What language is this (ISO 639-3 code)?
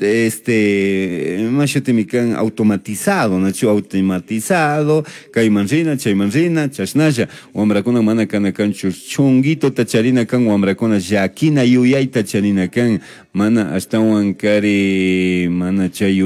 qug